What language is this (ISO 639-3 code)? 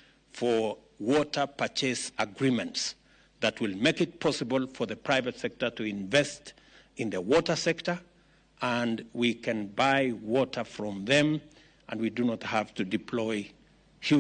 luo